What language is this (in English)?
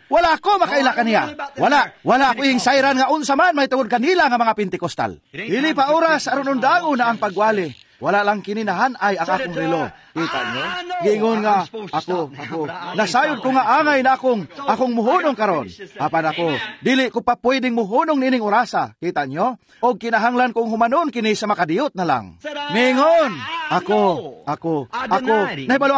Cebuano